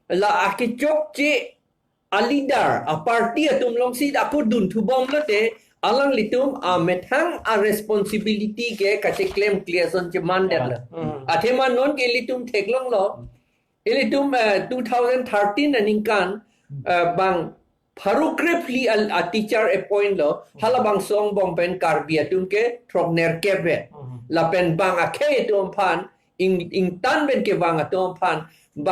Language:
Karbi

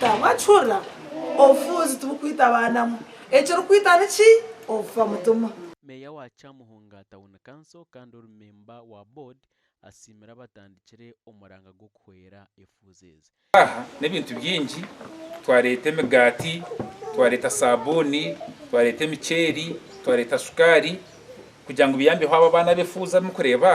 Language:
Nyankole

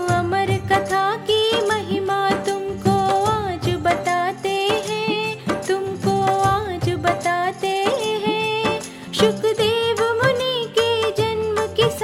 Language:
Hindi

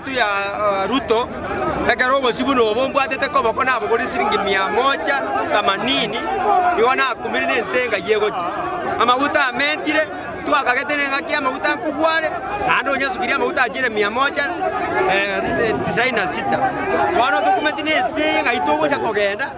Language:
Gusii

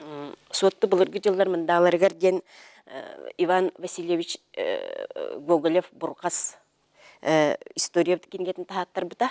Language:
Yakut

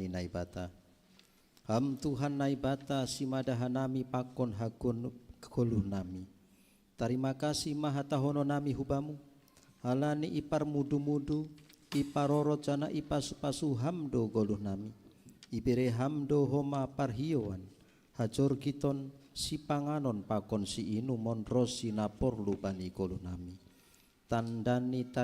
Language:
Batak Simalungun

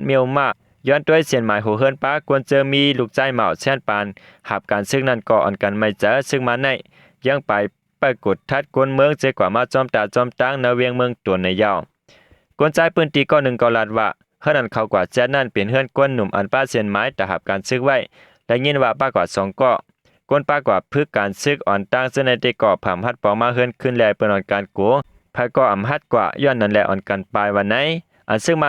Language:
Shan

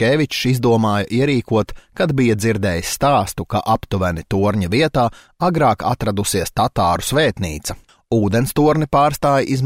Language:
Latvian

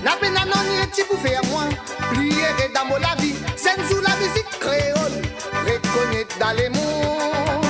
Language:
Morisyen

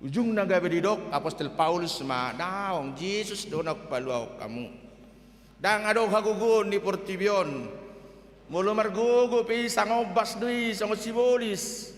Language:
Batak Toba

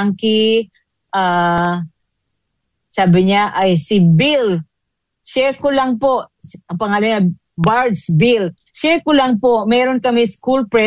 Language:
Filipino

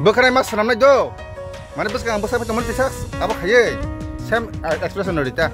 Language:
Kok Borok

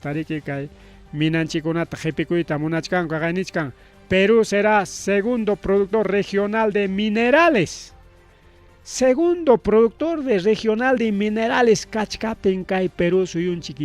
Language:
Ayacucho Quechua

